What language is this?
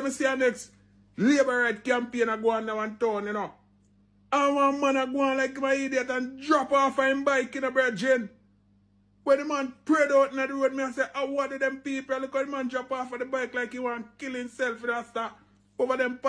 Jamaican Creole English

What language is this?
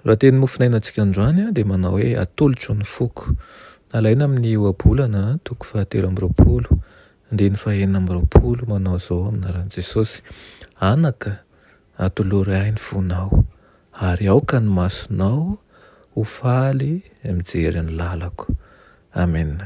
Malagasy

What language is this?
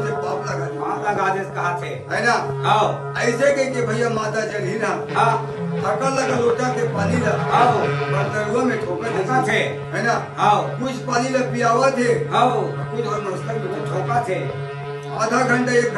Chhattisgarhi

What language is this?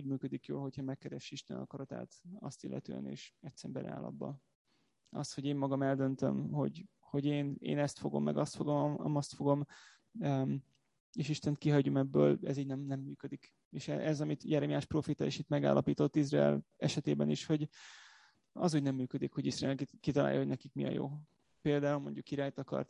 Hungarian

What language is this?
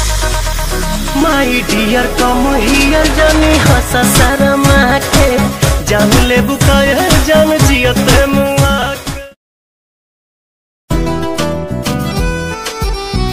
Bhojpuri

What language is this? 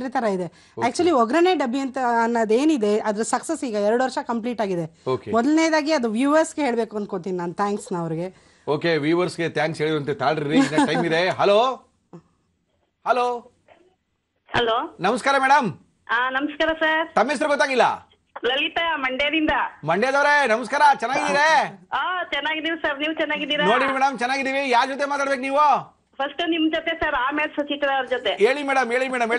Kannada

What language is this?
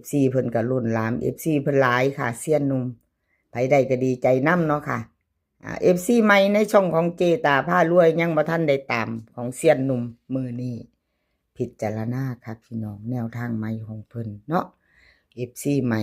Northeastern Thai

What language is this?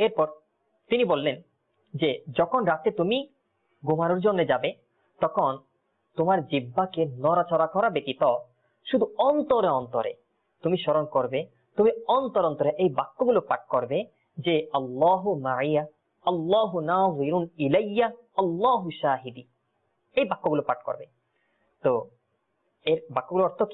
Bangla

